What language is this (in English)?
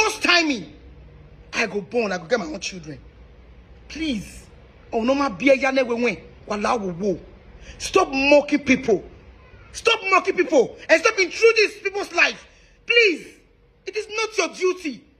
Nigerian Pidgin